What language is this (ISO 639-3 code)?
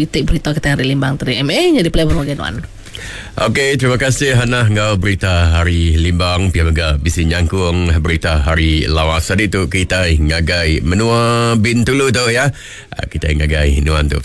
iba